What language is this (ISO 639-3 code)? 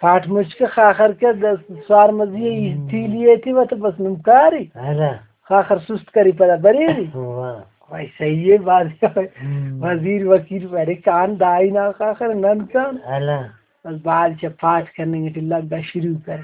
brh